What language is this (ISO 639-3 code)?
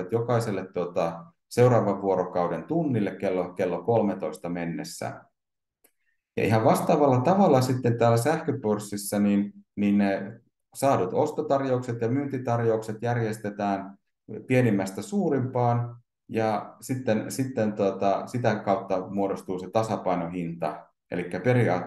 fin